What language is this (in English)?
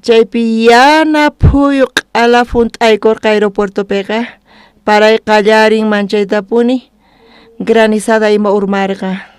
South Bolivian Quechua